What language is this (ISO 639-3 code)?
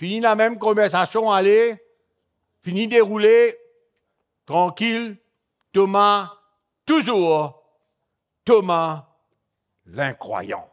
mfe